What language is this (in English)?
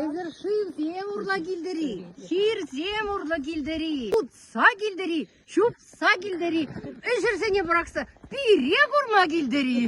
Chuvash